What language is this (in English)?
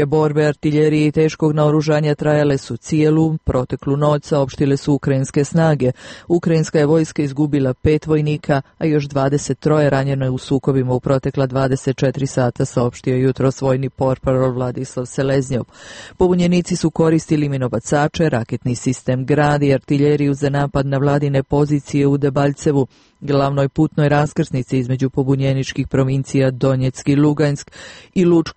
Croatian